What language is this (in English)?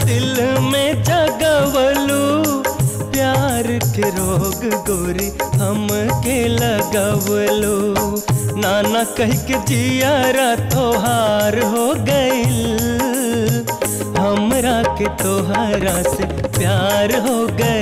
Bhojpuri